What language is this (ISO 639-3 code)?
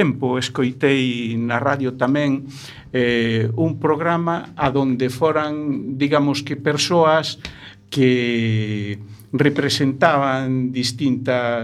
glg